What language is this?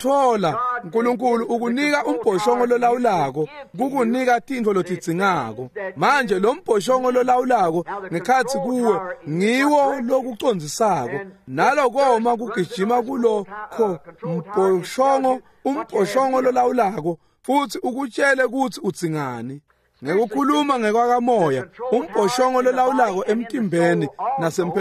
Swati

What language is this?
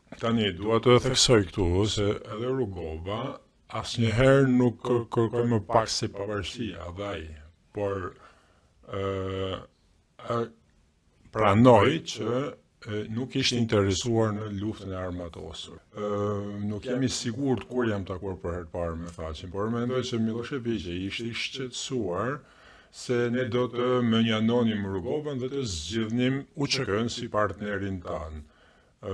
Albanian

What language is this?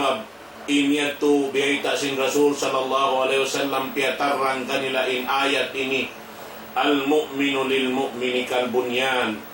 Tausug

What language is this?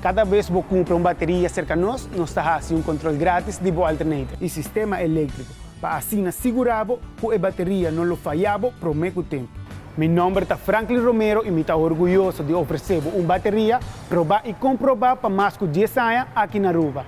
Papiamento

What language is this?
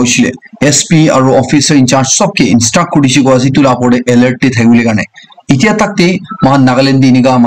Naga Pidgin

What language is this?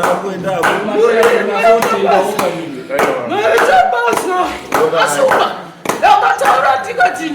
Shona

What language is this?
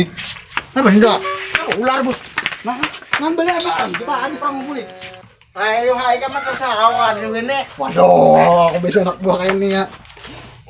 Banjar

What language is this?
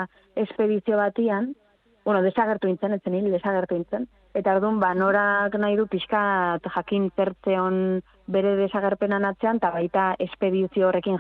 Basque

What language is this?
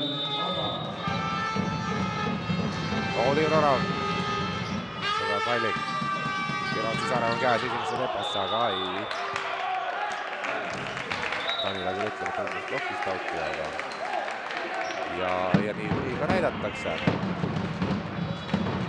Estonian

